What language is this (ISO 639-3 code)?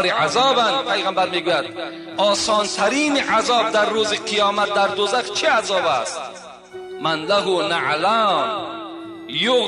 tgk